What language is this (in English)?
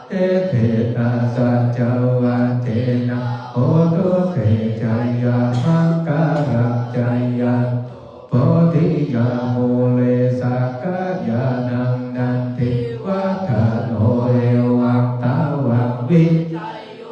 Pali